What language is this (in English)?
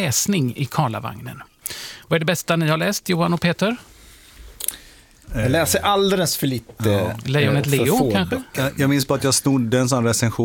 Swedish